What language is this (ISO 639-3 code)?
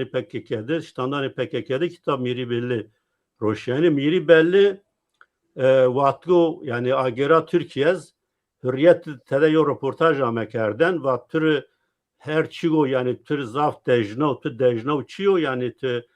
zza